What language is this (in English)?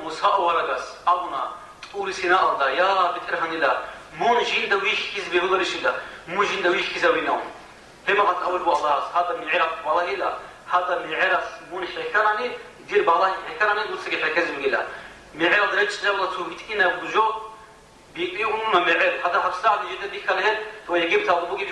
Avaric